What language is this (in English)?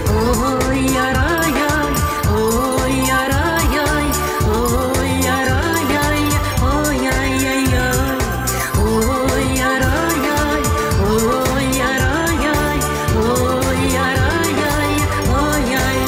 Chuvash